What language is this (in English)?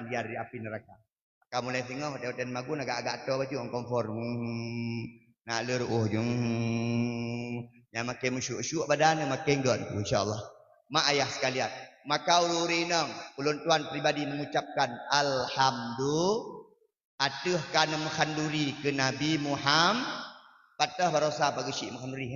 Achinese